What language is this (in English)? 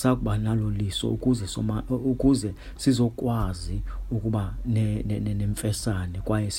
Xhosa